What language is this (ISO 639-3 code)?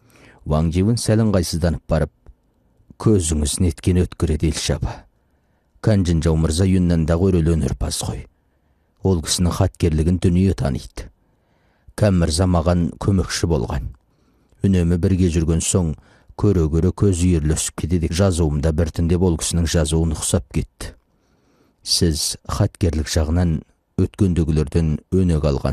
kaz